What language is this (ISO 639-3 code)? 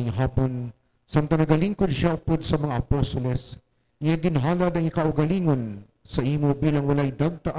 hil